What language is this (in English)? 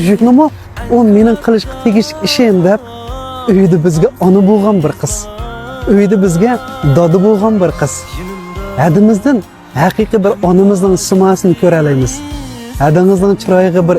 Uyghur